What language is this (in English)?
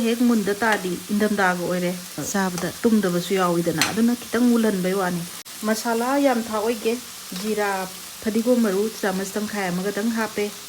Manipuri